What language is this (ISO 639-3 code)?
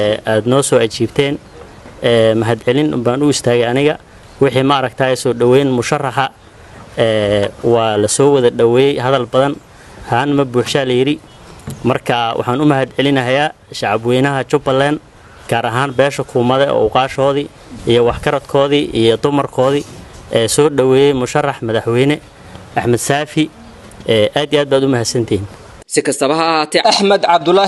som